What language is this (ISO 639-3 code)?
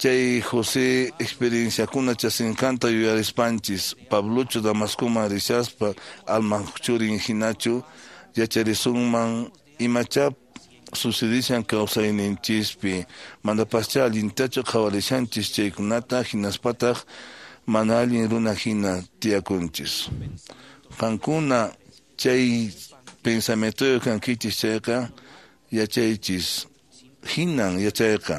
que